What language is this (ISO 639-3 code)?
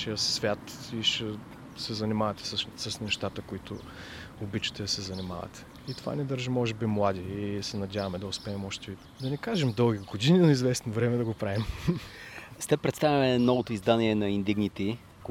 bul